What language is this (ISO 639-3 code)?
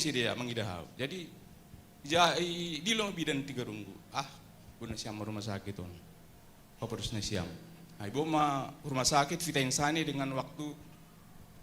bts